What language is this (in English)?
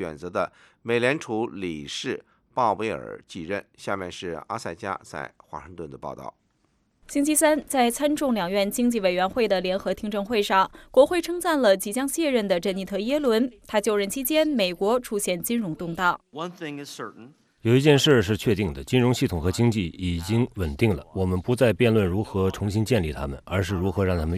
Chinese